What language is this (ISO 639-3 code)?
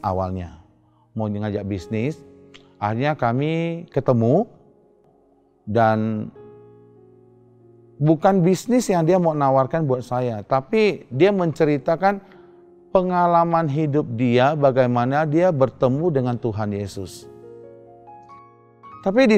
ind